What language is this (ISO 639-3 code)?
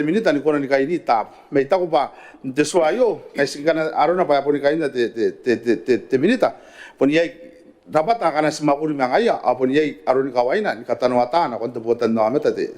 gil